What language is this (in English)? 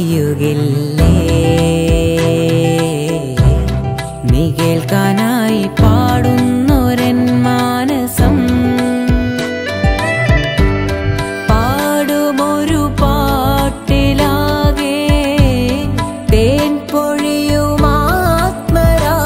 Malayalam